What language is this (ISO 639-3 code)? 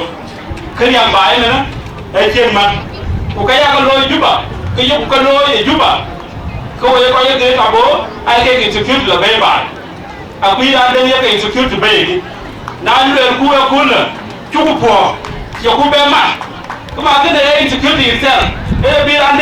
din